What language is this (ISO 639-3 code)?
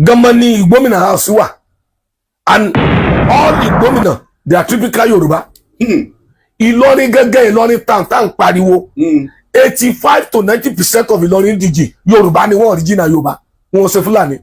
yor